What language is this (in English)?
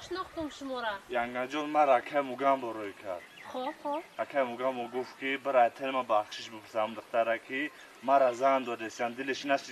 Tajik